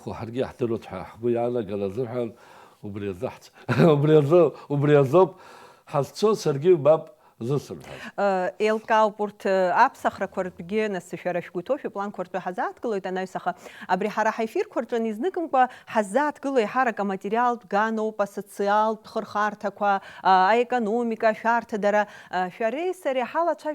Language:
Abkhazian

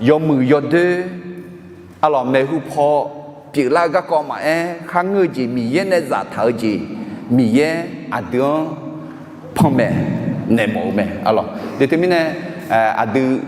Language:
Akha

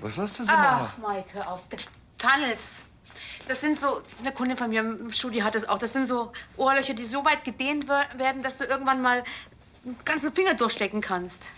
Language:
Bavarian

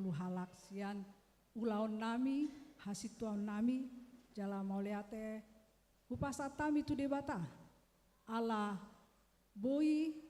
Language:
Batak Toba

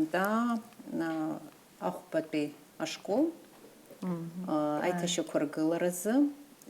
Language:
Abkhazian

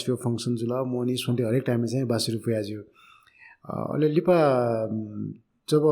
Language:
Newari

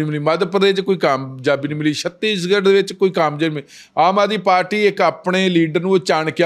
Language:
Punjabi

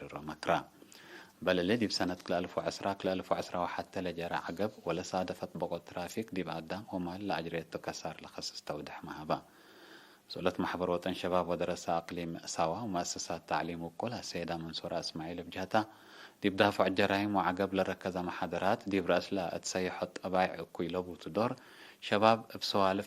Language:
Tigre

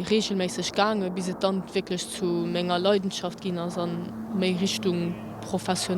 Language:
Luxembourgish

